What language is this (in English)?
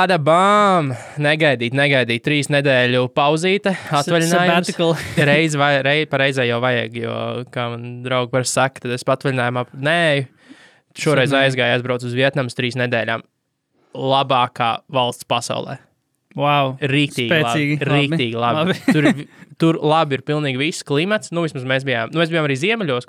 Latvian